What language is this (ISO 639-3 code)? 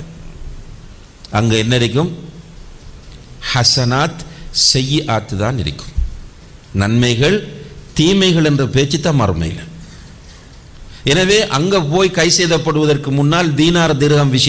tam